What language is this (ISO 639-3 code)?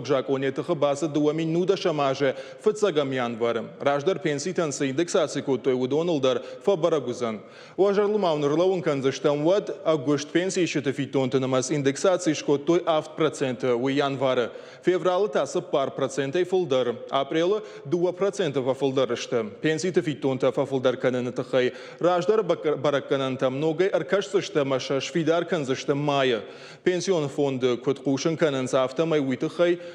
oss